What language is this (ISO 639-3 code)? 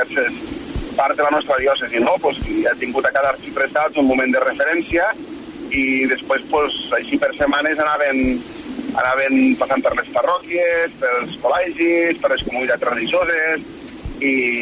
cat